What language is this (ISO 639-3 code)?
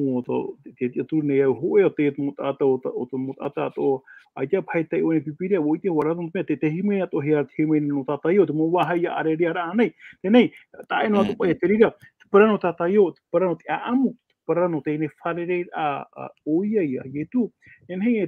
tah